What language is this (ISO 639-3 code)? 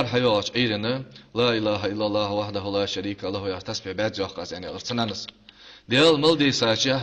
inh